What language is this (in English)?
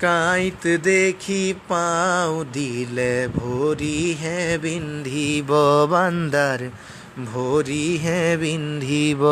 Assamese